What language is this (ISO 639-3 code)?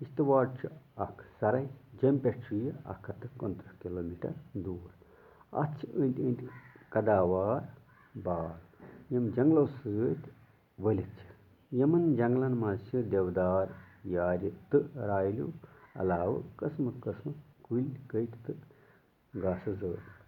kas